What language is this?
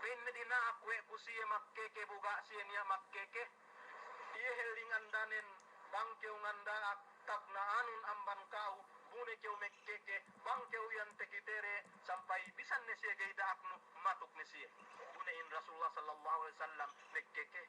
Yakan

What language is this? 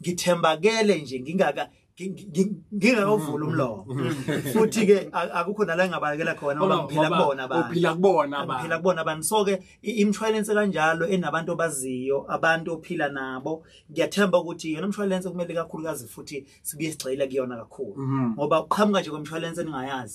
Zulu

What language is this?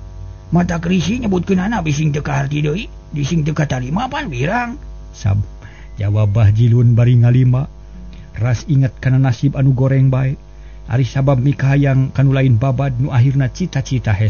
Sundanese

